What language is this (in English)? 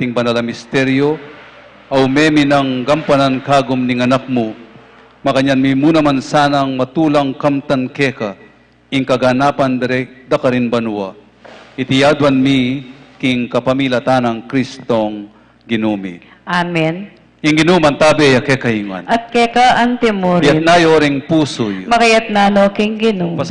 Pampanga